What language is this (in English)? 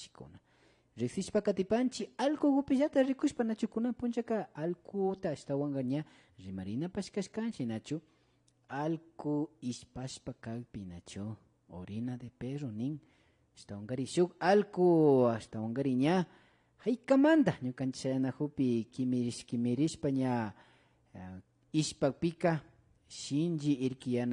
Imbabura Highland Quichua